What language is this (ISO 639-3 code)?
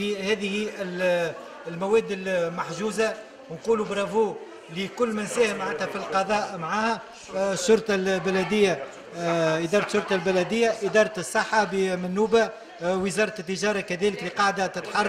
aeb